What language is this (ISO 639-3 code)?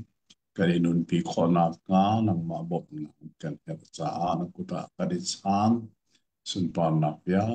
cnh